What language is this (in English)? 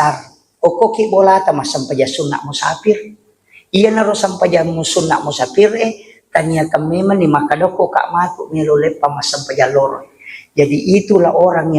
Buginese